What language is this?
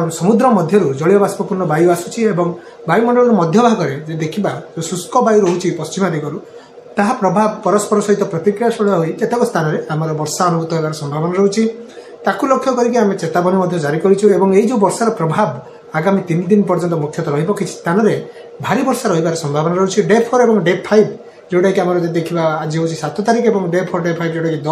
Odia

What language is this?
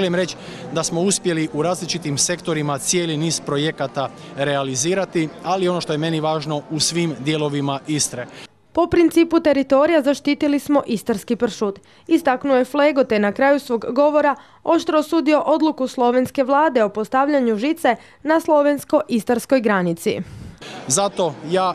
Croatian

